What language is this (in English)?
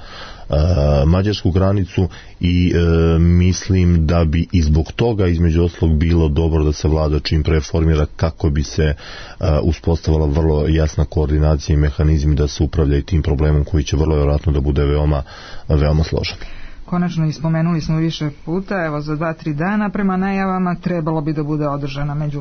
Serbian